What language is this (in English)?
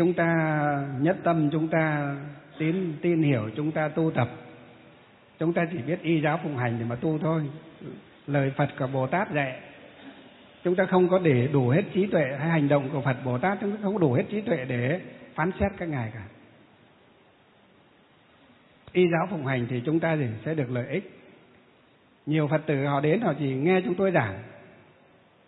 Vietnamese